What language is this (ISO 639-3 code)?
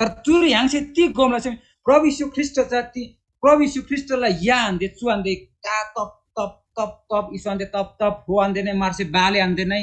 taj